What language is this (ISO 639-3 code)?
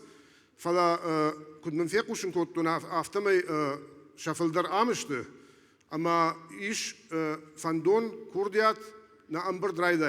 oss